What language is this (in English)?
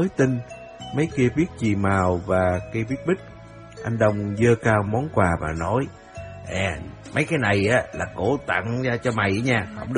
Vietnamese